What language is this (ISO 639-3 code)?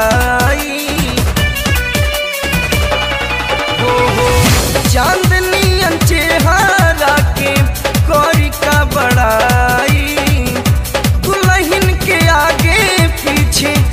bho